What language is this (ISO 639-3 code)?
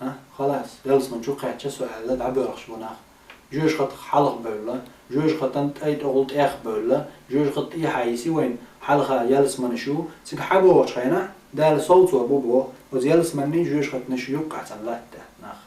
che